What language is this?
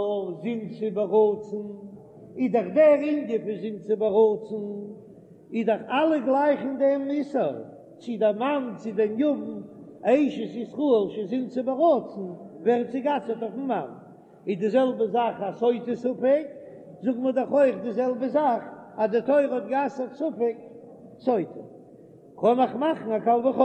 Yiddish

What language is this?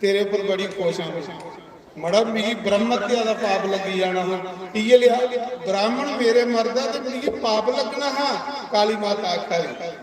Dogri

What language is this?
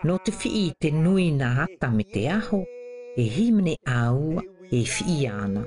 South Marquesan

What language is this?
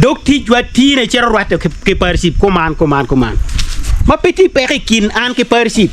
Acoli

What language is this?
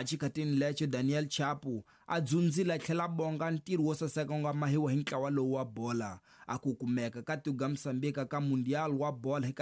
Tsonga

